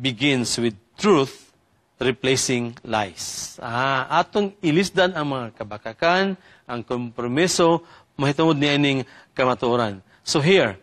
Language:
Cebuano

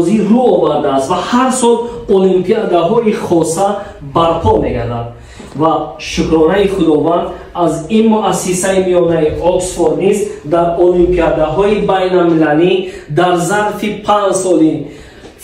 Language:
Tajik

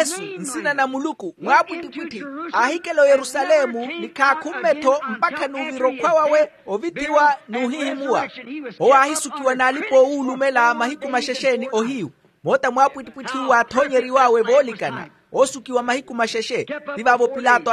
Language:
Makhuwa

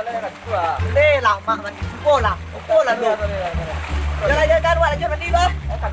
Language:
Minangkabau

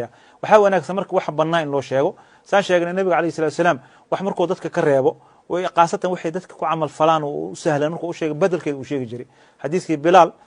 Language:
Somali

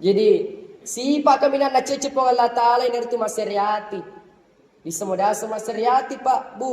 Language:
Buginese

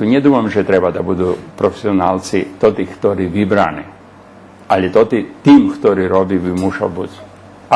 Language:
Rusyn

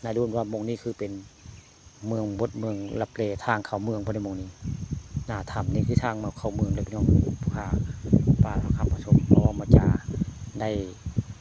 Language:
Northeastern Thai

